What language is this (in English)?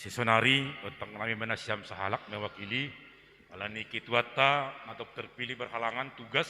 Batak Simalungun